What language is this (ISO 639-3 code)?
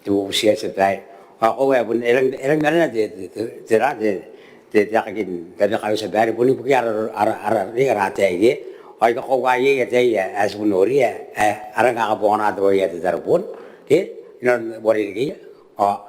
gil